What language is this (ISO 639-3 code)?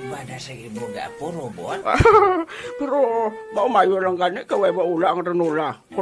hil